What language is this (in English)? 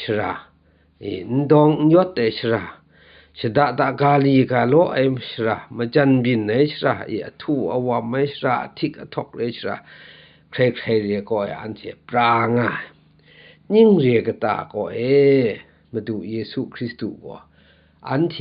Kachin